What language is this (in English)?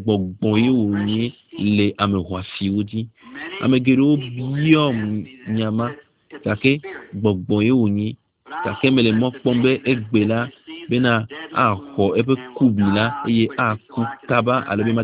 Ewe